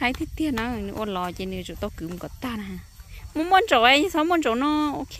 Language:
Hmong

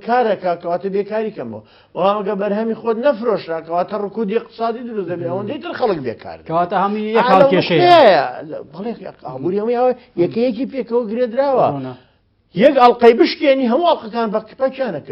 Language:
Central Kurdish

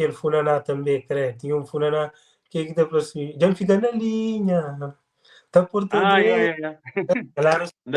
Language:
Kabuverdianu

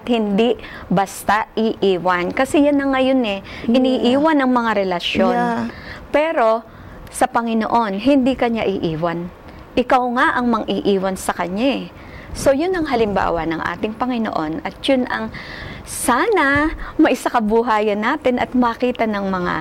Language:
Filipino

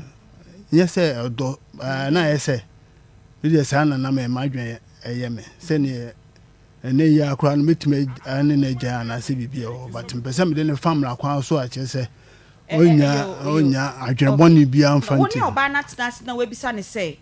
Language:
Akan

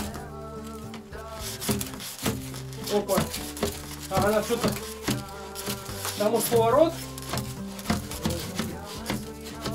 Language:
Russian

